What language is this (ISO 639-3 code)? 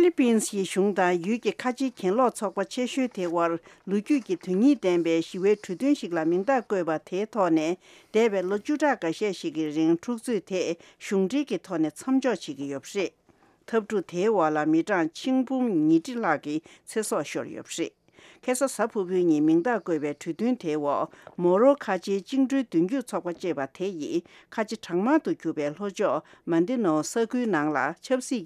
bod